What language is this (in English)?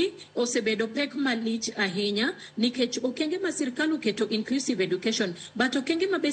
Luo (Kenya and Tanzania)